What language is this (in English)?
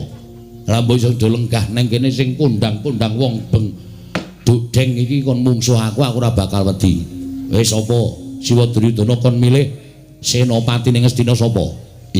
Javanese